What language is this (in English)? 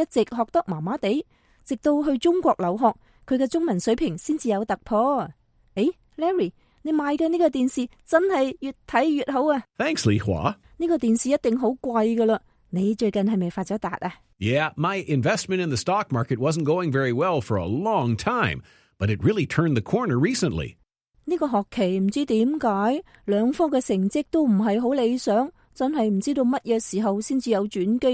Cantonese